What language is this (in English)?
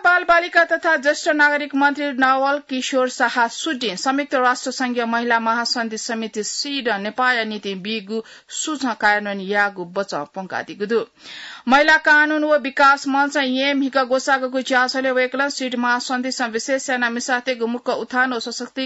Newari